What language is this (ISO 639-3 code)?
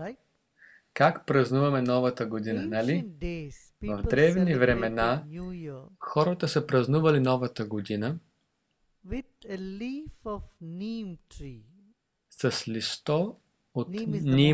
bul